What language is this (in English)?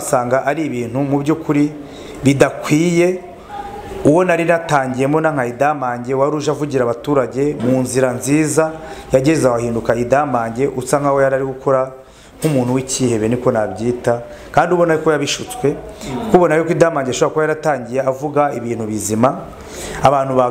Kinyarwanda